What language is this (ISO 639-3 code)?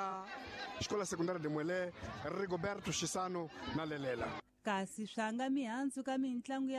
tso